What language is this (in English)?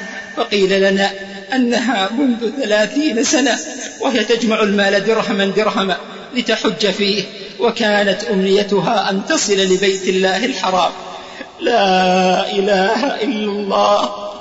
Arabic